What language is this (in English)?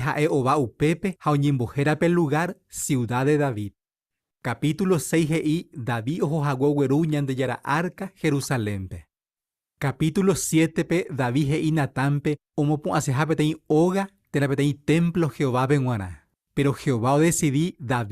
Guarani